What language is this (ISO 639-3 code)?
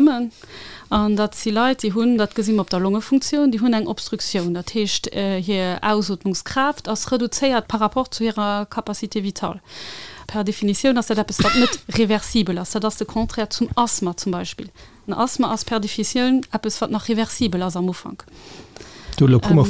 ltz